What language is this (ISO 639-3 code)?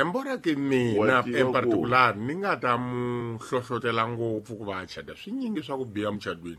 tso